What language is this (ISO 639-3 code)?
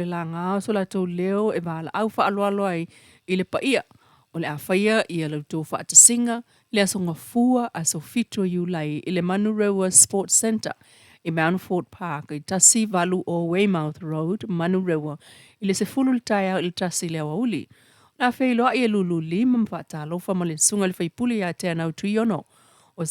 smo